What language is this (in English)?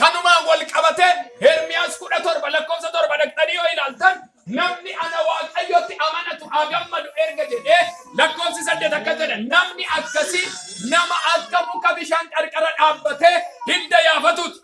Oromo